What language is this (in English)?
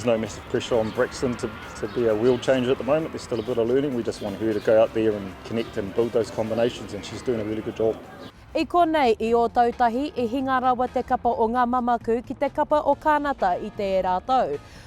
Māori